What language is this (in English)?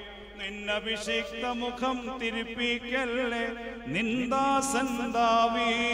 Malayalam